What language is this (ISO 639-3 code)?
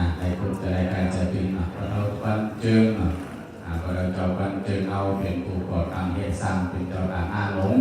shn